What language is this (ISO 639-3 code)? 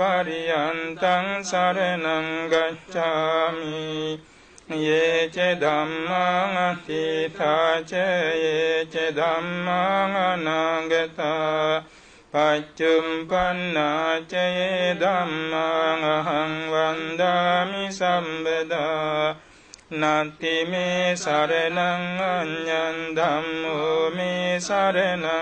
pli